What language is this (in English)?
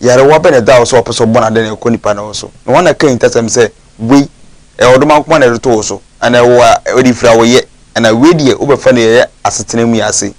Akan